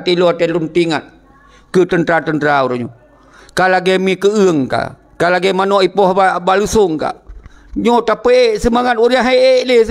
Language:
Achinese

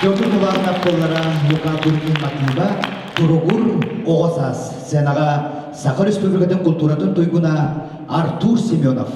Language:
Yakut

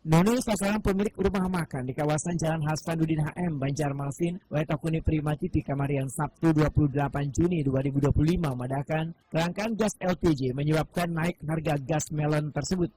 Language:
Banjar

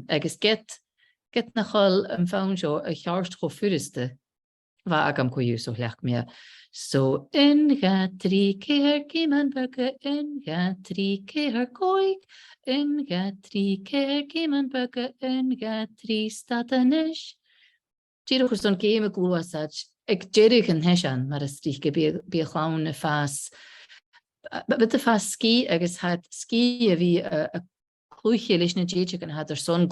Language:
Scottish Gaelic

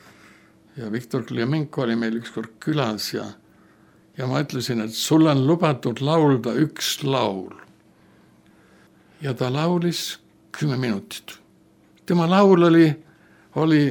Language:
Estonian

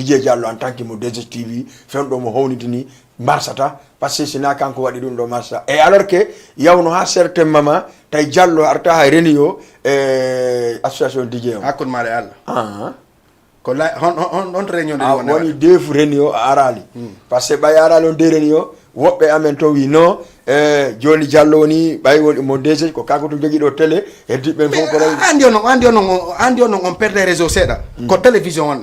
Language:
Fula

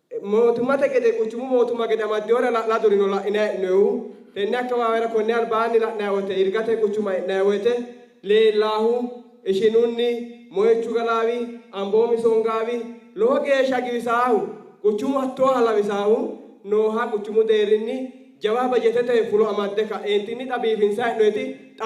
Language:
Sidamo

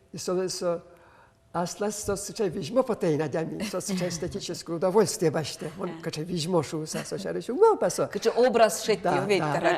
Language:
Udmurt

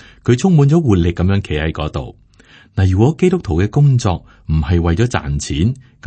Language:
Cantonese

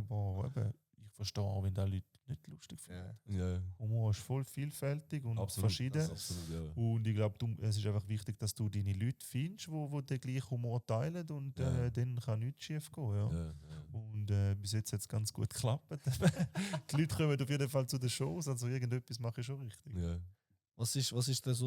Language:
Swiss German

